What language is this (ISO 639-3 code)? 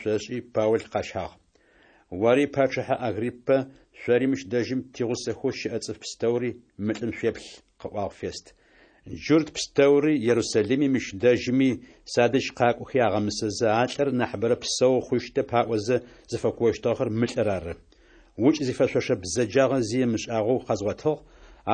ady